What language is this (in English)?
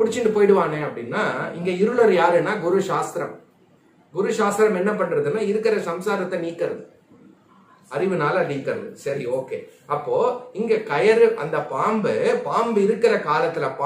Tamil